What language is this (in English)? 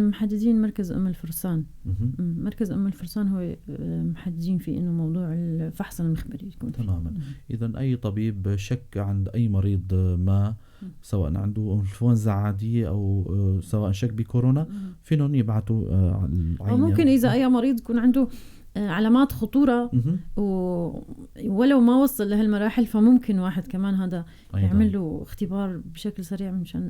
North Levantine Arabic